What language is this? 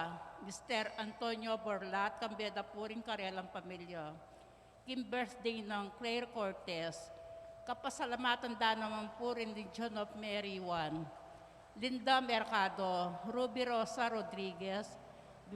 Pampanga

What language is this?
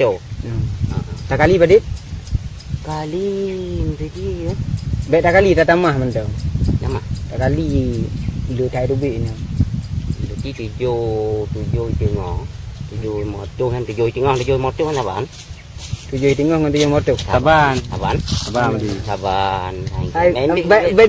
Achinese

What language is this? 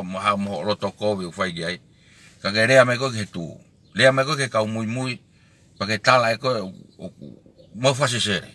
Tongan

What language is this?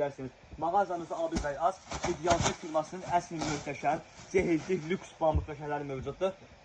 Azerbaijani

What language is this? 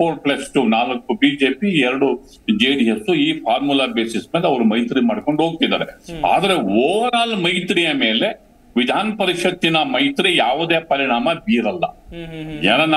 Kannada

